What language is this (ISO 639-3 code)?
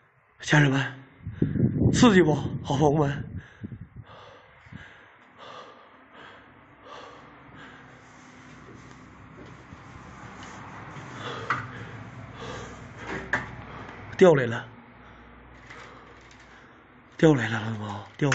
zho